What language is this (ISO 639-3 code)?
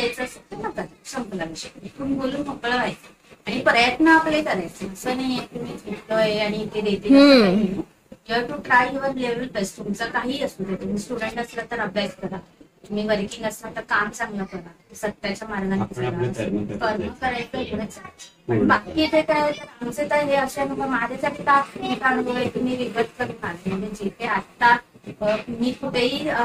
mar